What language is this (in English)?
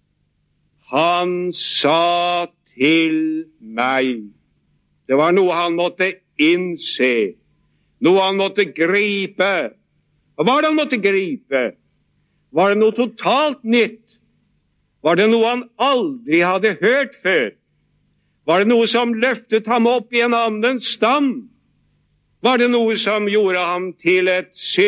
Norwegian